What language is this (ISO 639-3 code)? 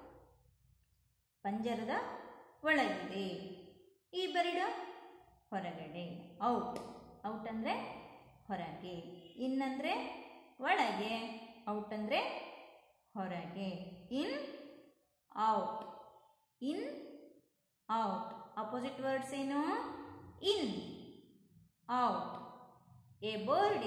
kan